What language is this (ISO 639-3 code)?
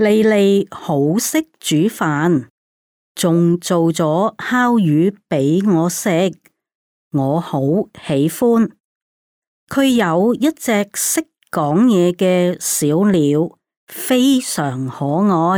yue